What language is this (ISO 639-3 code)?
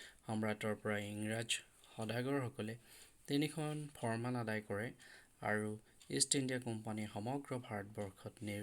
asm